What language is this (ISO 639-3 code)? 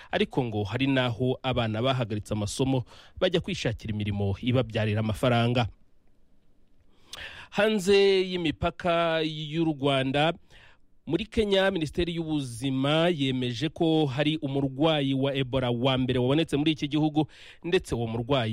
kin